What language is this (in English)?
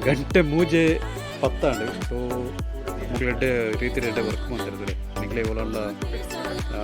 Tulu